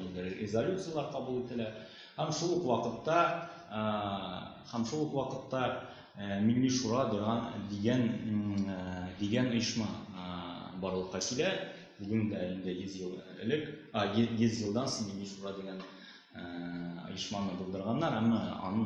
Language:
Tatar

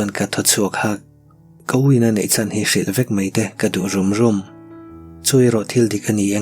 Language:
Mizo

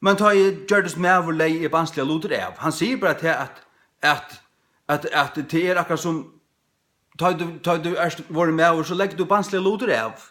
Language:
Faroese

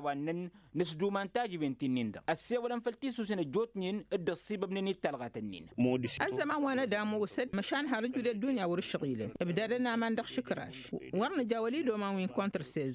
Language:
Tamasheq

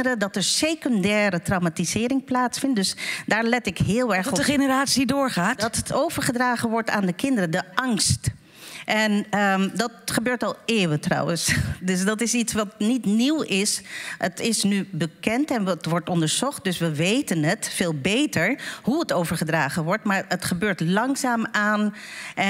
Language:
Dutch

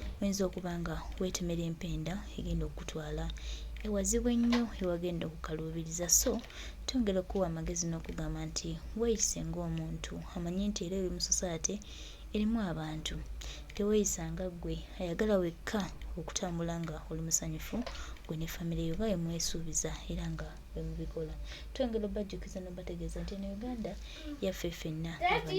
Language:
Ganda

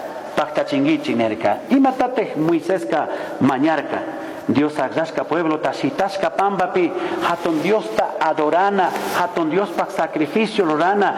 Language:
Chimborazo Highland Quichua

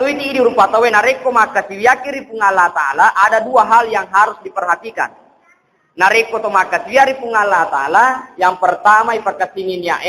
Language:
Buginese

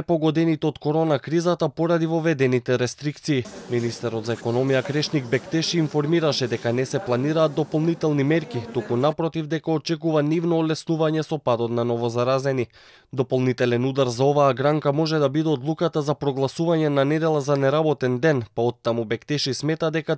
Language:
Macedonian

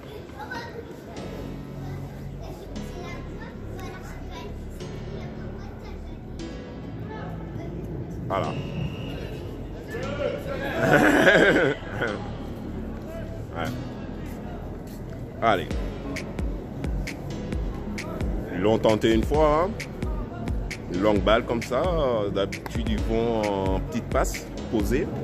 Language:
French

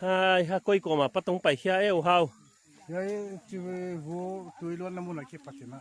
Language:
Paite Chin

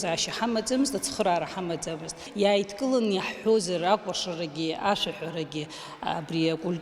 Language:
Abkhazian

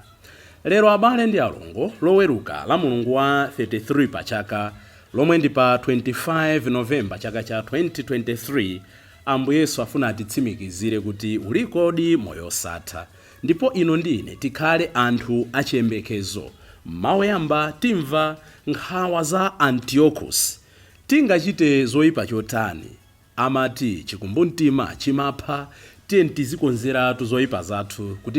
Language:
Nyanja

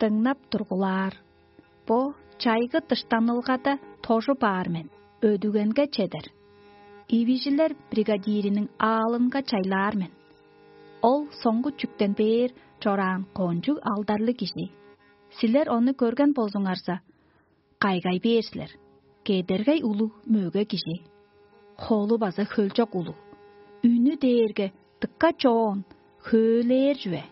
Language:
Tuvinian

